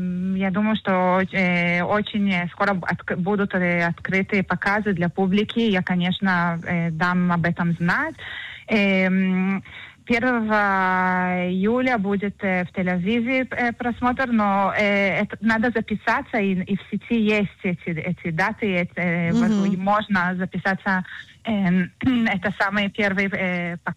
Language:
Russian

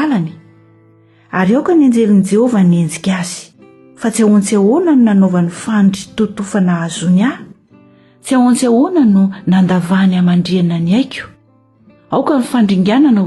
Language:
Malagasy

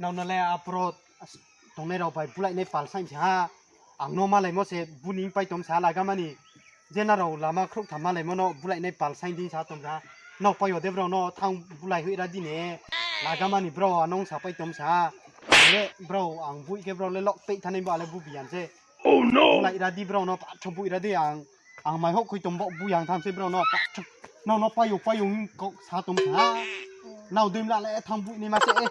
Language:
Riang (India)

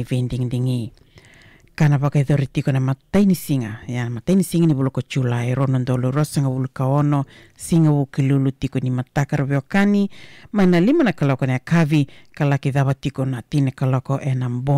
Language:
Fijian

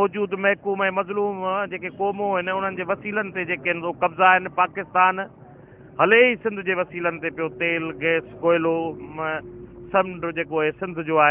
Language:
Sindhi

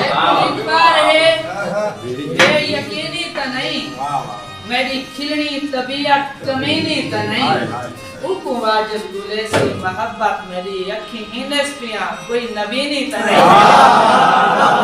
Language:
Saraiki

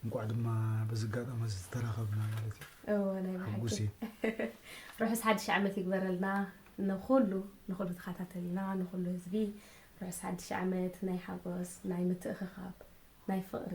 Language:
Tigrinya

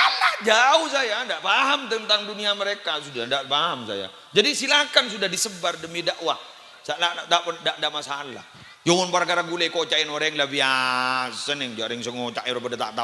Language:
Madurese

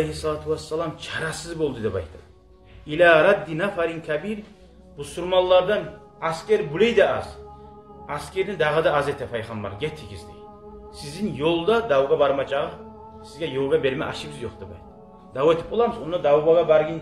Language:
Kumyk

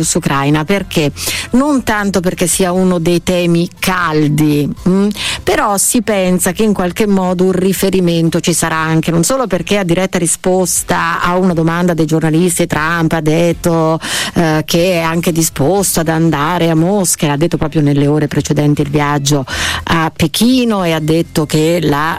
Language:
Italian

